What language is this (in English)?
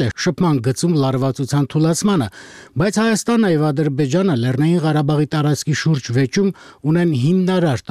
Armenian